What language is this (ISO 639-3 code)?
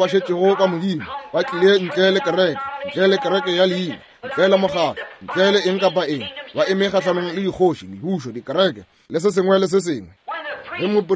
nso